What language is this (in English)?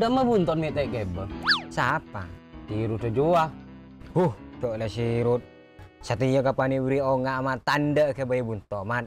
Madurese